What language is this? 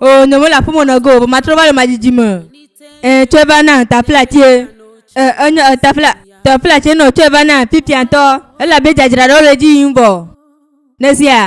Ewe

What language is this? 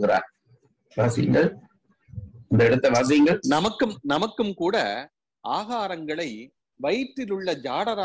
Tamil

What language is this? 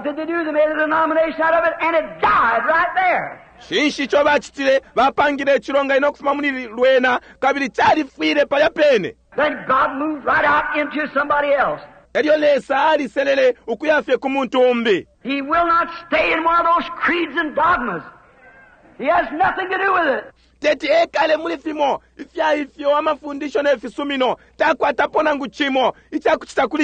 Bemba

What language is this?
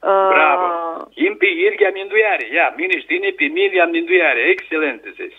Aromanian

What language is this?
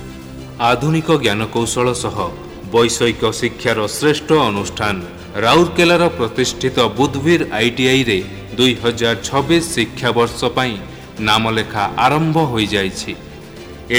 Odia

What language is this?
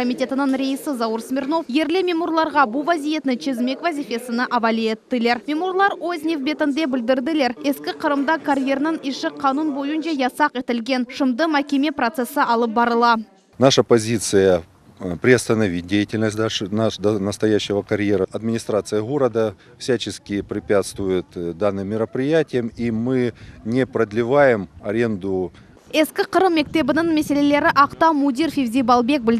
Crimean Tatar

